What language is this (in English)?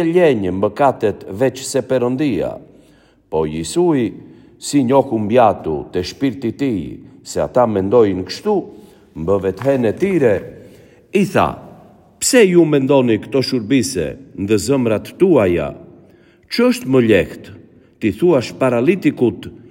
Albanian